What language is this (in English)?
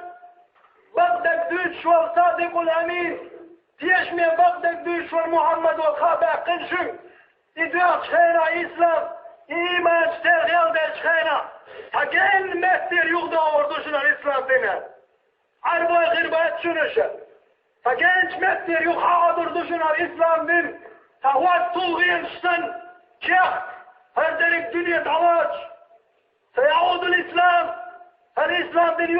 Chechen